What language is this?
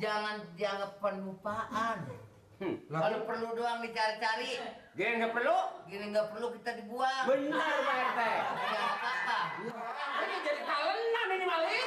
Betawi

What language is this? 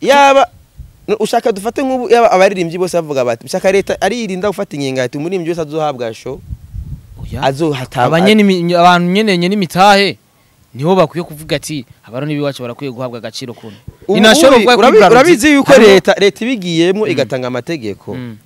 Rundi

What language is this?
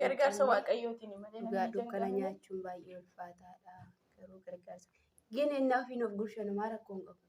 Oromo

